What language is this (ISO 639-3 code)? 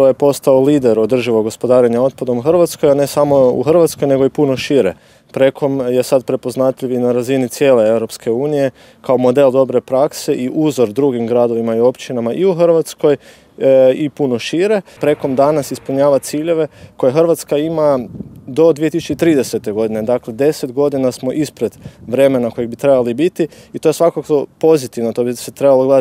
hrv